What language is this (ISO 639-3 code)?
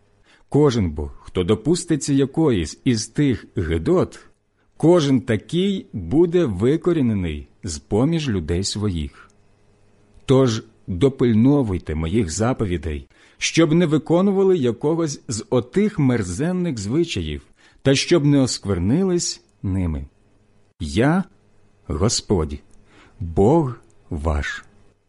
ukr